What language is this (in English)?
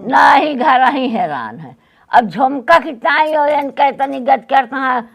Awadhi